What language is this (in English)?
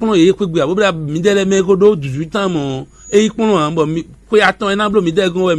Fon